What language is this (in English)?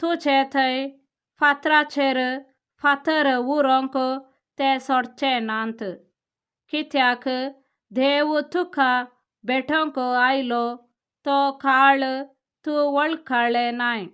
Konkani